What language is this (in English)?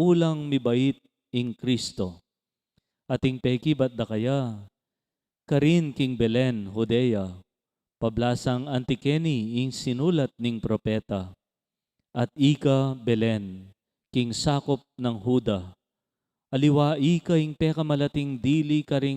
Pampanga